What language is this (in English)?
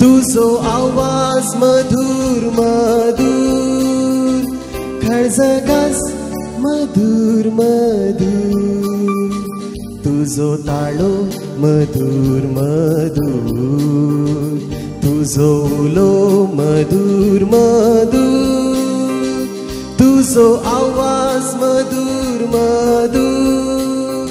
Konkani